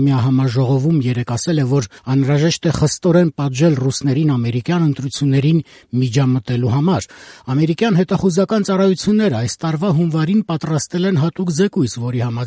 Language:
Armenian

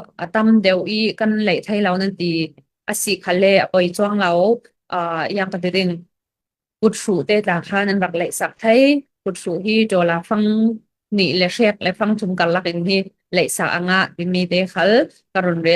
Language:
Falam Chin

